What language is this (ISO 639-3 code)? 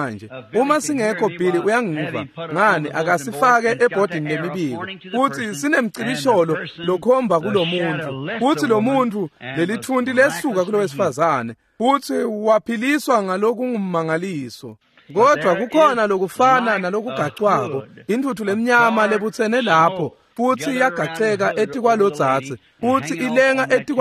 ssw